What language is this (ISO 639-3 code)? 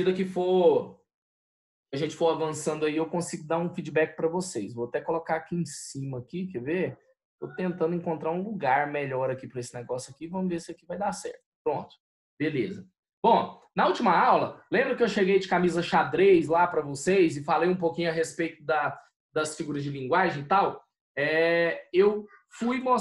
por